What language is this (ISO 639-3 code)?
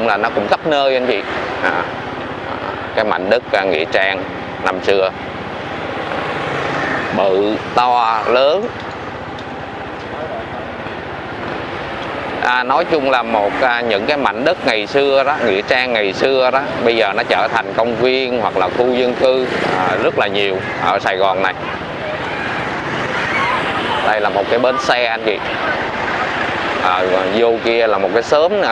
vie